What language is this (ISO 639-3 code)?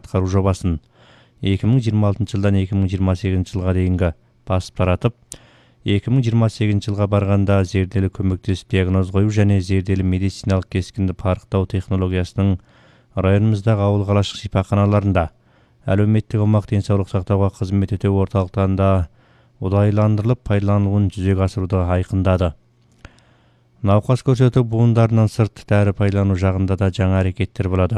kaz